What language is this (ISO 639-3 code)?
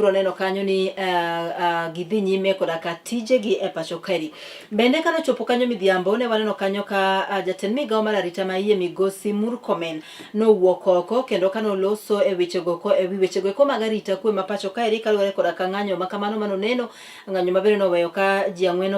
luo